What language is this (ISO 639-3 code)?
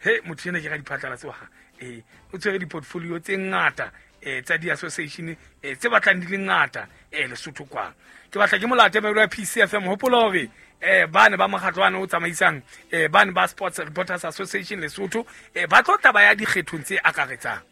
sot